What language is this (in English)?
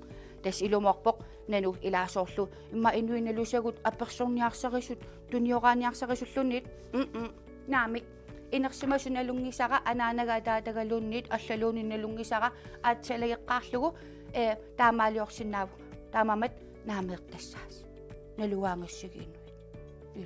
Kalaallisut